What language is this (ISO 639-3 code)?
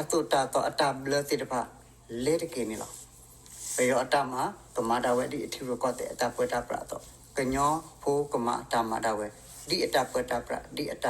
ksw